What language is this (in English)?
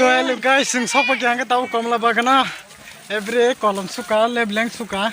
Kok Borok